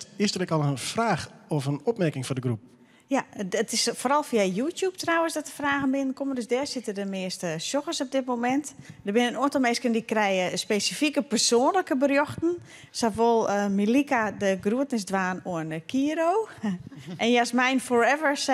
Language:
Western Frisian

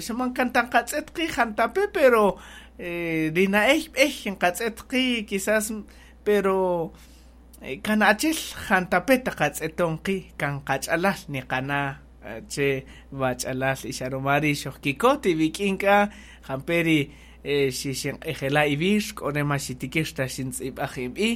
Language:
Kaqchikel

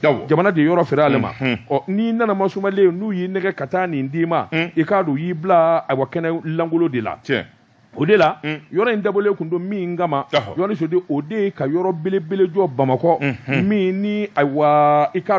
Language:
Bambara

